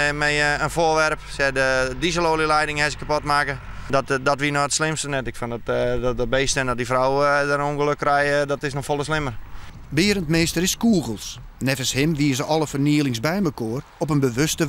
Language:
Western Frisian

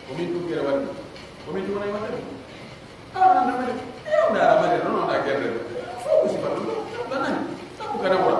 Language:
Pular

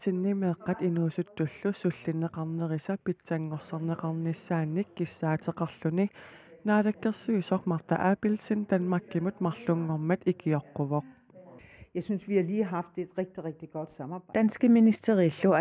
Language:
Kalaallisut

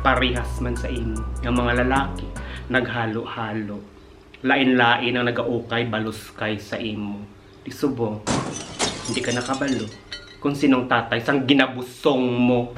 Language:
Hiligaynon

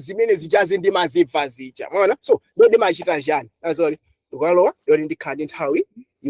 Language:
Nyanja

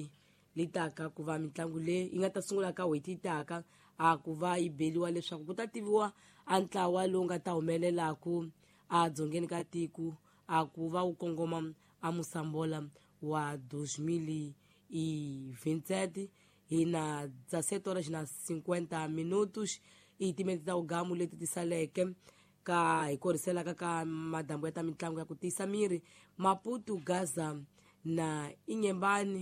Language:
Tsonga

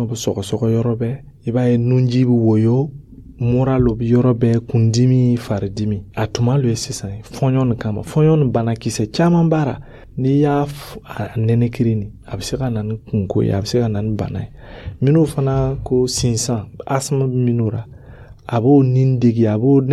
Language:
Dyula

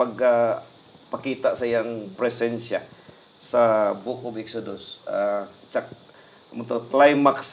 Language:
Hiligaynon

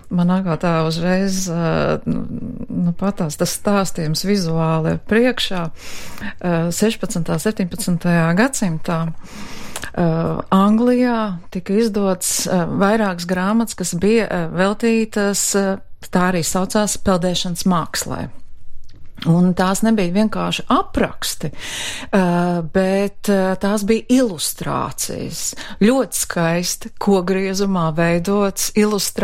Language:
Latvian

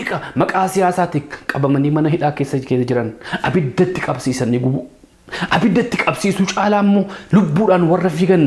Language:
Oromo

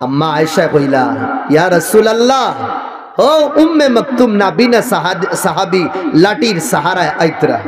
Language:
Sylheti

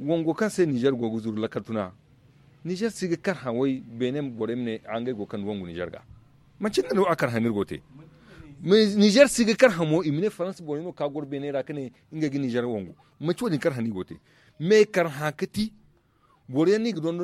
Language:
Zarma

